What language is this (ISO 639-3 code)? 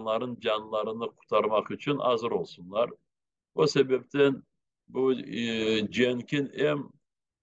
crh